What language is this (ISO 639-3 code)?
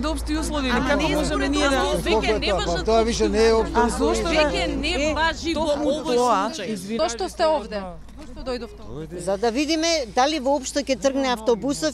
mkd